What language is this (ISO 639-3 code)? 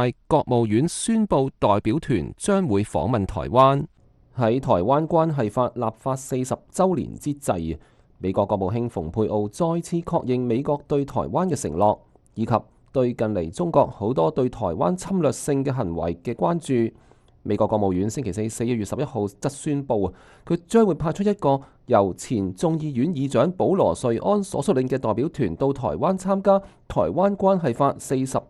yue